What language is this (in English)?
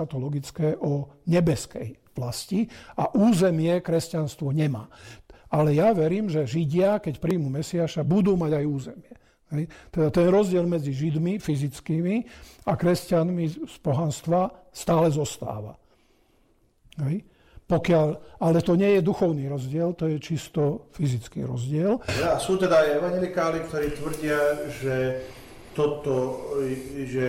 Slovak